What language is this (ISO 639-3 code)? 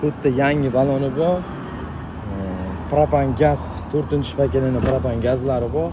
uzb